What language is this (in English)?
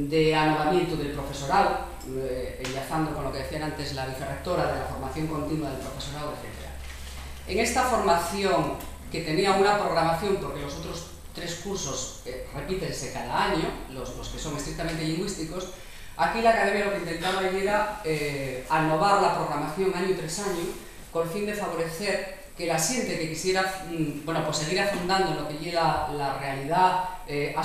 Asturian